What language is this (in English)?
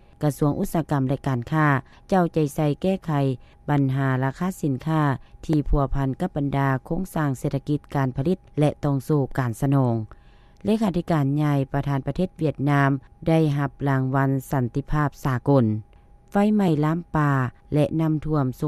Lao